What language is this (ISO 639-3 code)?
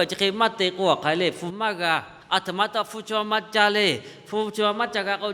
lhu